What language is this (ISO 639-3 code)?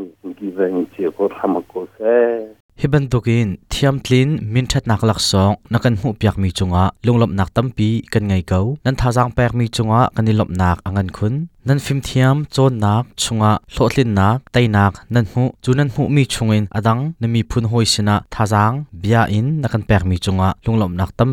cnh